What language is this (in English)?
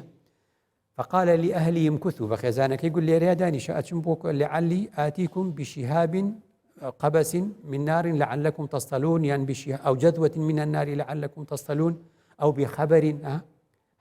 Central Kurdish